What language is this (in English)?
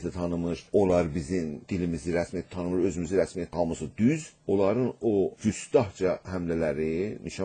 South Azerbaijani